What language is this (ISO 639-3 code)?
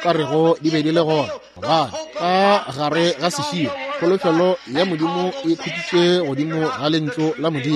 nso